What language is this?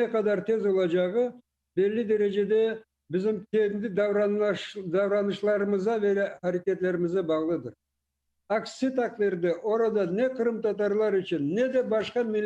Crimean Tatar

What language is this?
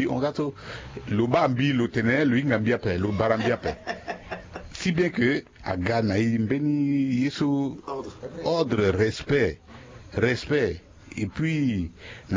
Sango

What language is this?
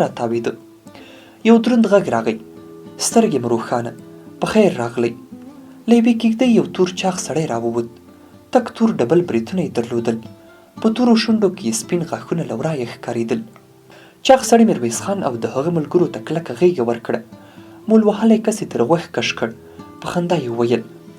Pashto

